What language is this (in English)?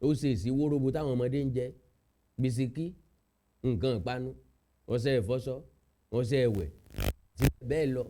Yoruba